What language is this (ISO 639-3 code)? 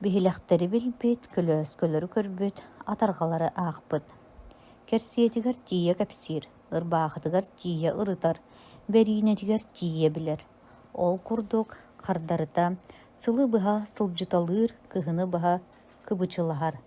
sah